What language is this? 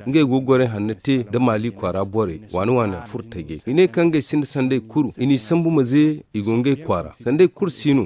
Zarma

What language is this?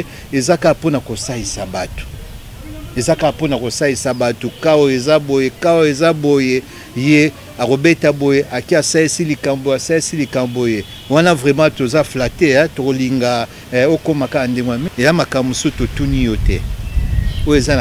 Lingala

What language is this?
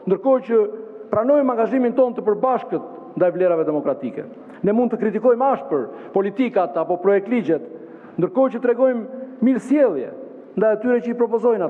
Albanian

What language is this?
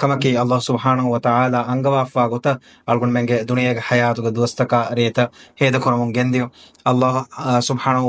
Divehi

